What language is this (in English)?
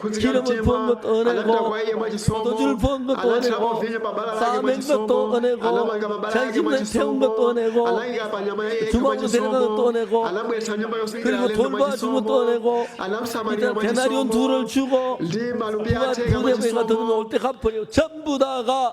Nyanja